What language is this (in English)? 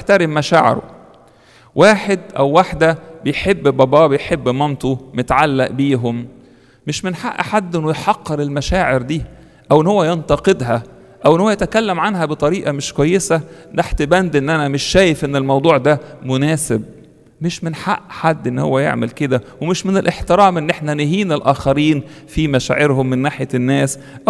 Egyptian Arabic